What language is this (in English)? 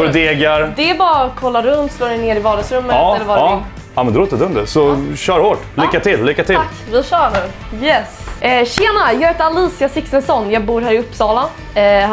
Swedish